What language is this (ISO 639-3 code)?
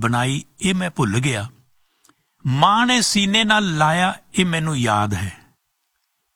pan